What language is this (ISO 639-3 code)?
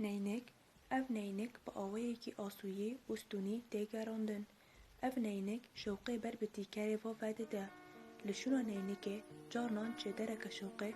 kur